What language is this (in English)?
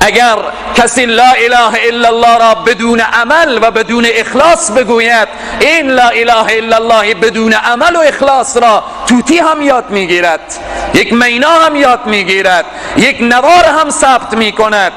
Persian